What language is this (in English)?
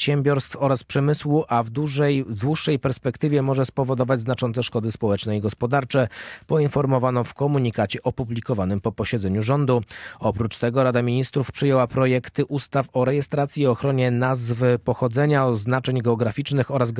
Polish